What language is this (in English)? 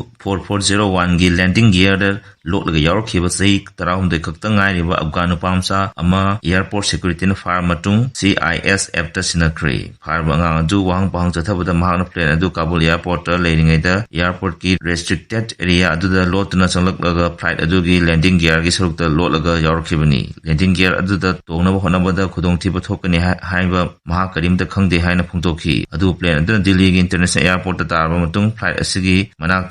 Manipuri